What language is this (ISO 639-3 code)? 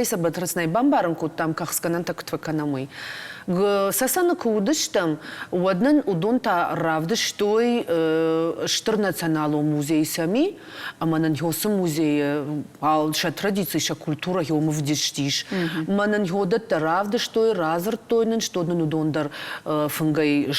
oss